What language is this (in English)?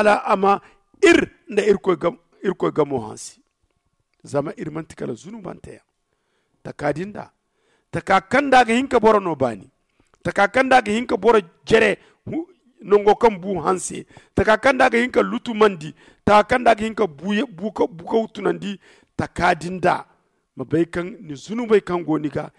Zarma